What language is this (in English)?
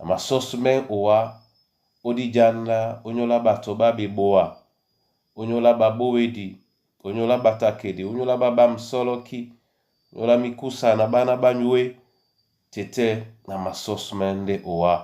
Duala